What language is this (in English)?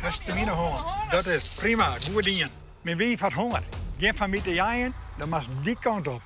Western Frisian